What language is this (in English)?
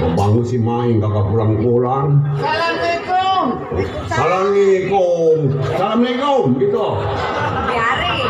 Betawi